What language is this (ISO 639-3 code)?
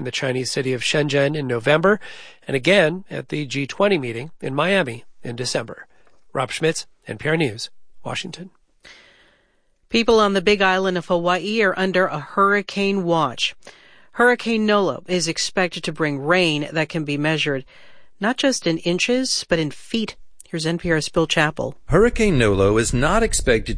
eng